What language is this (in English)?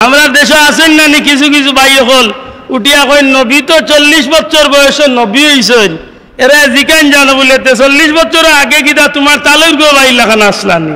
Sylheti